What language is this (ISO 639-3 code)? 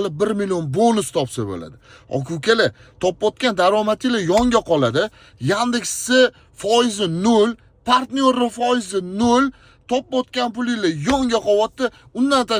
uzb